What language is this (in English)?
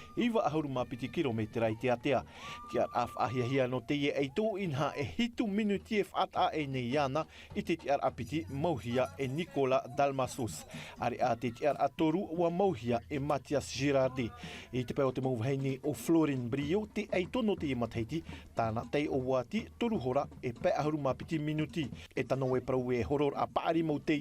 Tahitian